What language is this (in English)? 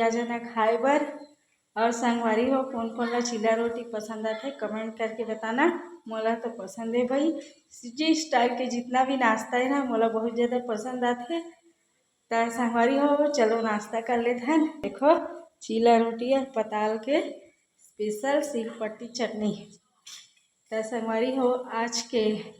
Chhattisgarhi